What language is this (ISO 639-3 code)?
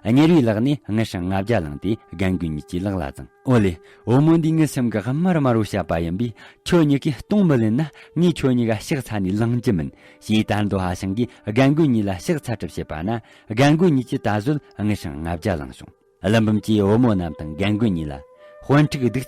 bod